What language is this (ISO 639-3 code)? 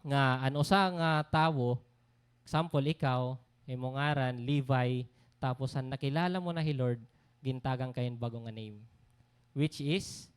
war